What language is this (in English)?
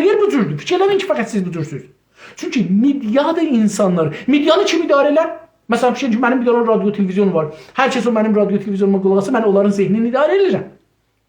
South Azerbaijani